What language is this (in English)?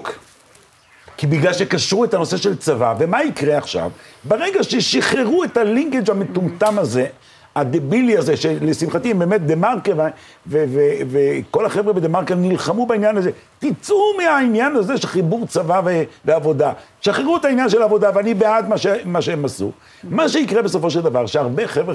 Hebrew